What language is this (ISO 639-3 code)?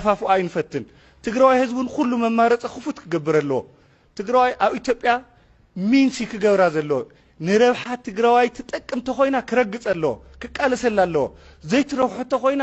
tir